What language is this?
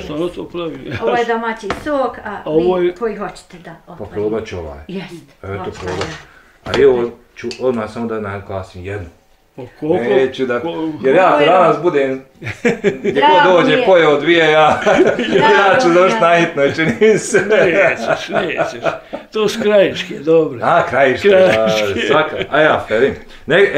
Bosnian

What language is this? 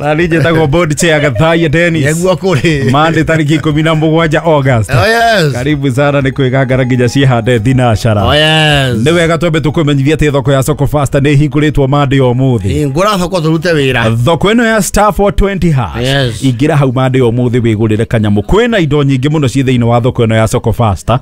Kikuyu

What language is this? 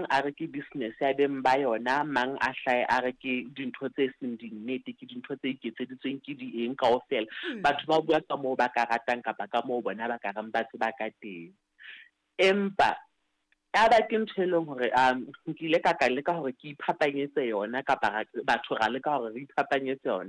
Southern Sotho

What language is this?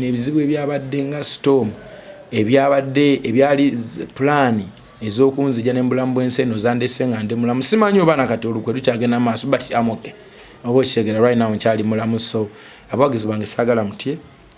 Ganda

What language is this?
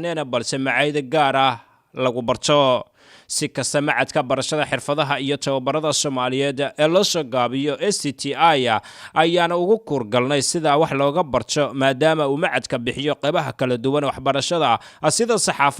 Somali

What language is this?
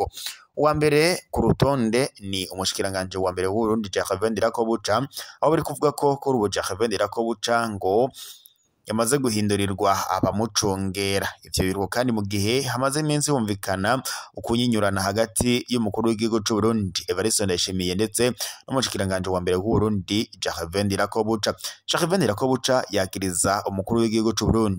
Rundi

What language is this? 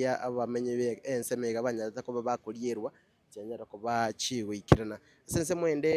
Gusii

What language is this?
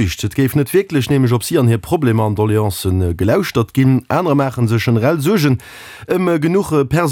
Luxembourgish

